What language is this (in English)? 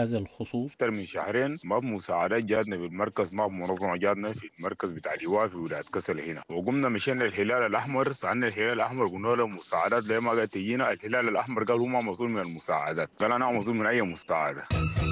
Sudanese Arabic